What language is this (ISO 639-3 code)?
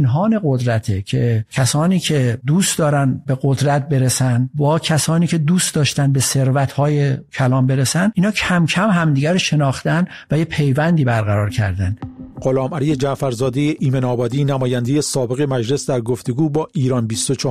fas